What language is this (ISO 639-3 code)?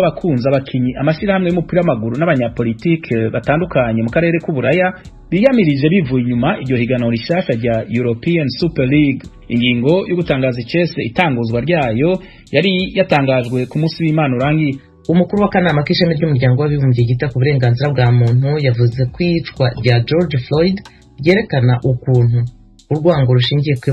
run